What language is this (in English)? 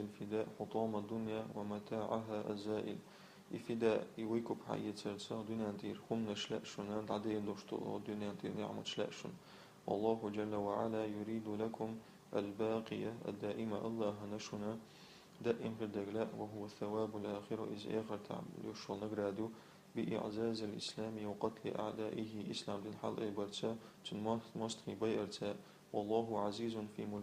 Chechen